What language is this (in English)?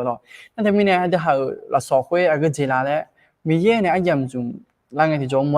Akha